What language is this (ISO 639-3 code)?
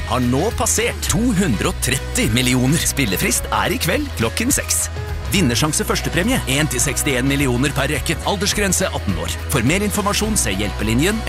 nor